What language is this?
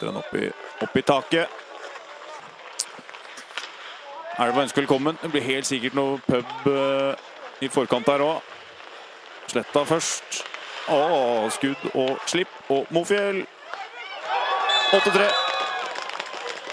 Norwegian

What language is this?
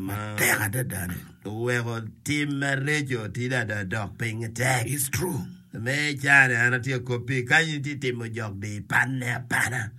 Acoli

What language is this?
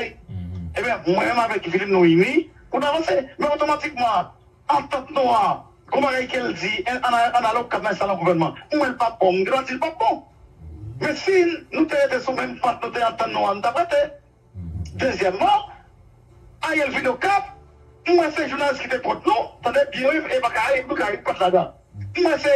Haitian Creole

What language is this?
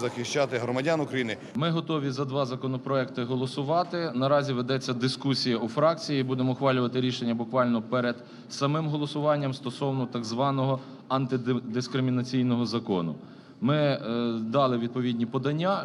Ukrainian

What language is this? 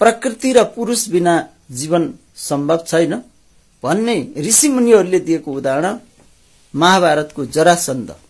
Nepali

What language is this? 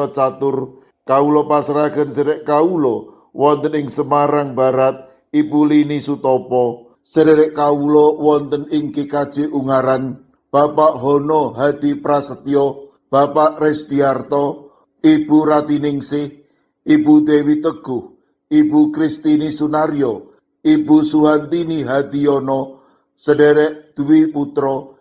Javanese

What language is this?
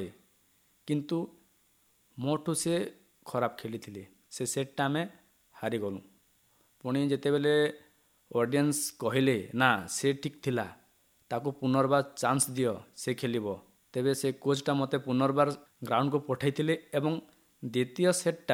Odia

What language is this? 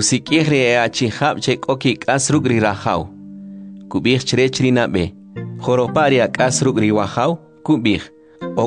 Kʼicheʼ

